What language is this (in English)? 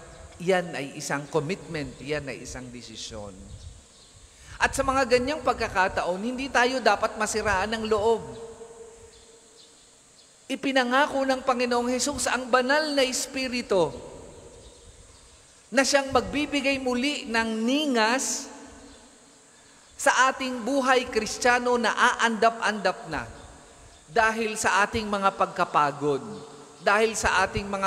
Filipino